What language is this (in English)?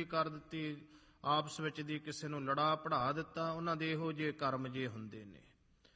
Punjabi